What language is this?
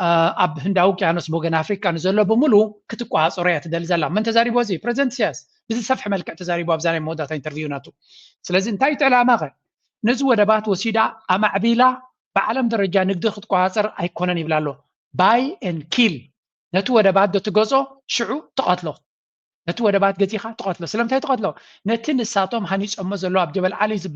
Tigrinya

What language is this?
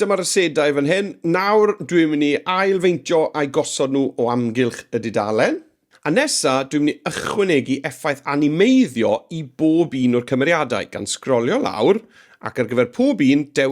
Welsh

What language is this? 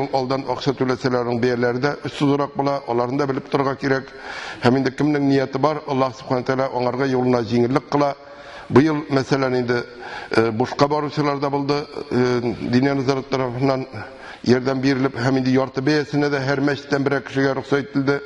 Tatar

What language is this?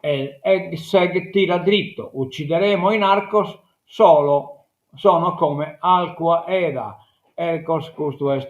Sardinian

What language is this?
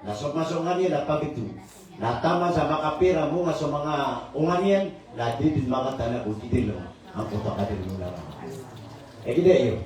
Maranao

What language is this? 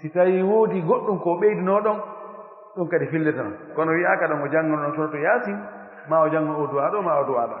Pular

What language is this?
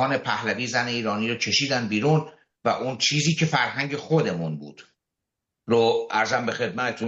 Persian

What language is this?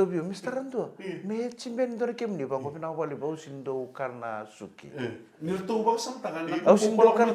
Fijian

